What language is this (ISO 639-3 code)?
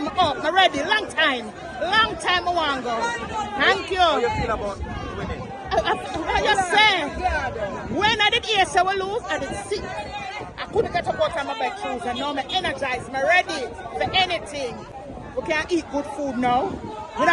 jam